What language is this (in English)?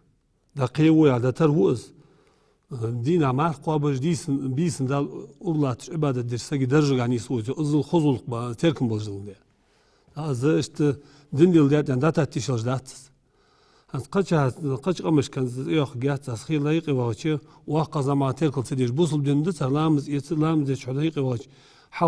Ingush